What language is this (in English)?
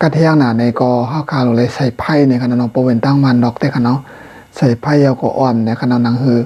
Shan